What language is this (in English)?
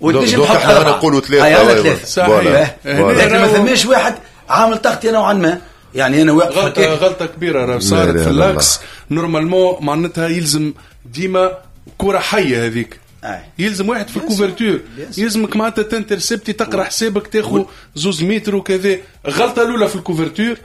Tunisian Arabic